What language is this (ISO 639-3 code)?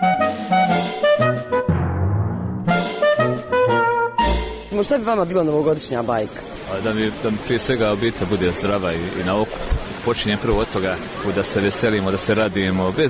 hrv